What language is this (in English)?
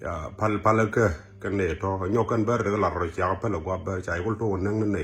Nuer